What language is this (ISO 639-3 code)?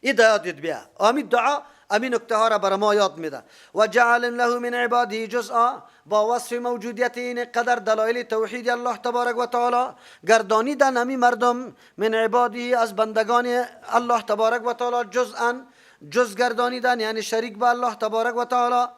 fas